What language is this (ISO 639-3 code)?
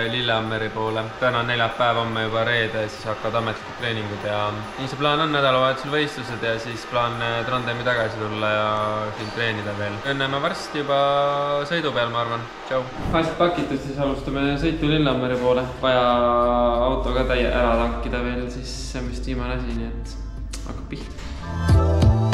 est